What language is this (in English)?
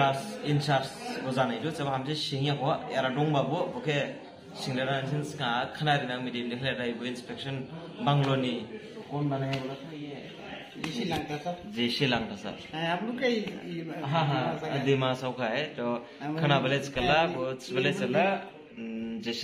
Dimasa